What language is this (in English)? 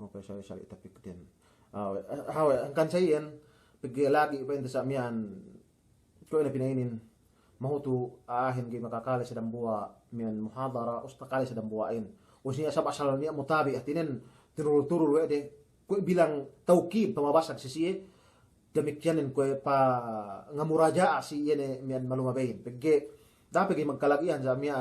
Yakan